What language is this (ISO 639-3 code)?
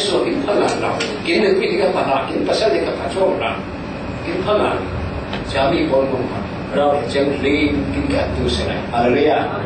cfm